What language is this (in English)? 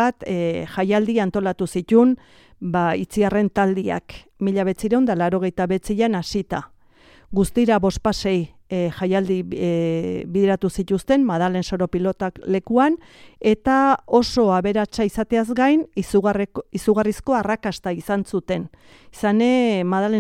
Basque